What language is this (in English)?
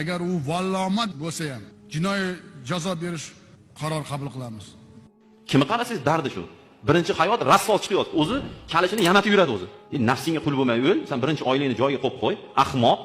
Uzbek